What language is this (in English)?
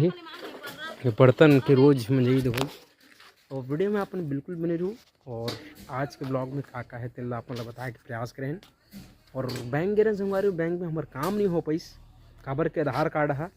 Chhattisgarhi